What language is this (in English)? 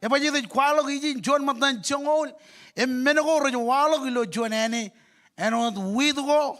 Marshallese